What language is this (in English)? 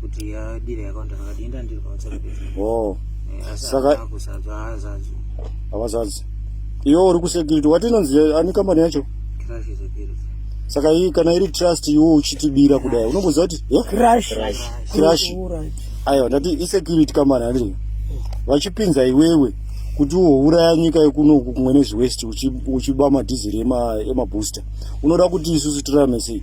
Shona